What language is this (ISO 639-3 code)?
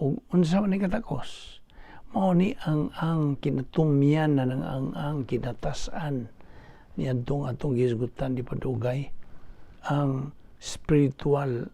ceb